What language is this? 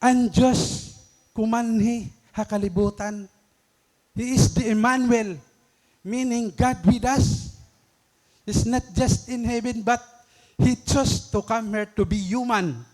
Waray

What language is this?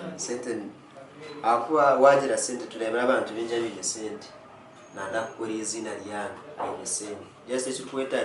Nyankole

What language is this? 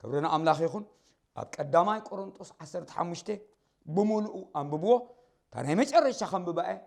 Tigrinya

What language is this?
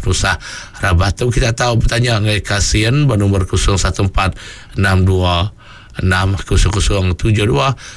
Iban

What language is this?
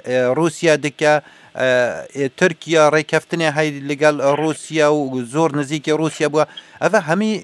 Kurdish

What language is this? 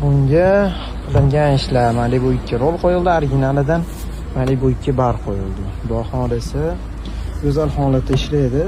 Uzbek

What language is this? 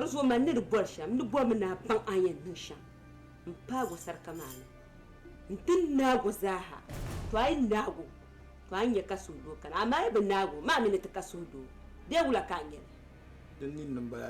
Dagbani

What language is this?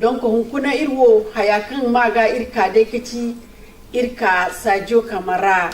Bambara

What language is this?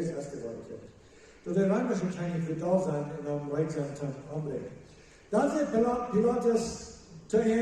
Plautdietsch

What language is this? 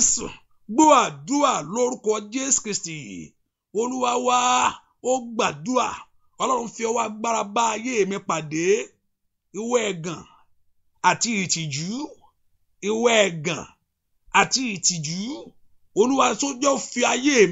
Yoruba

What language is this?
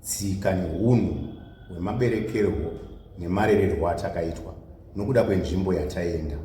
Shona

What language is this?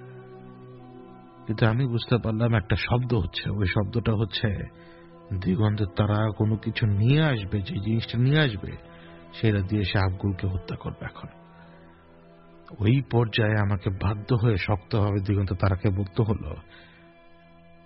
Bangla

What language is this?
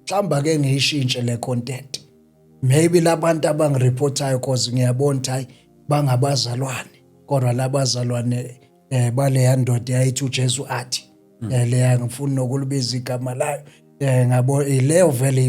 Zulu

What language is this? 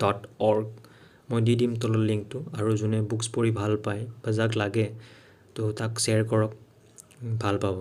Assamese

